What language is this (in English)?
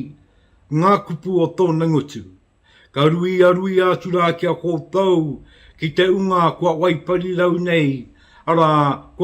Māori